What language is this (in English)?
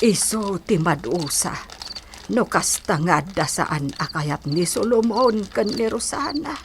Iloko